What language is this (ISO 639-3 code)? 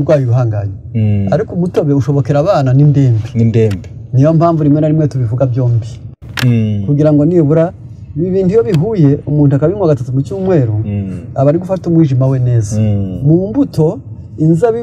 kin